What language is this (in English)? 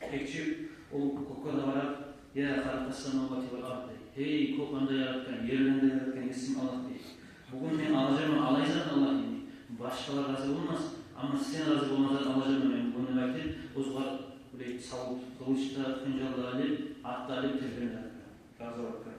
Kumyk